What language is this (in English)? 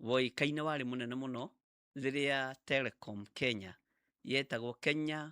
Kikuyu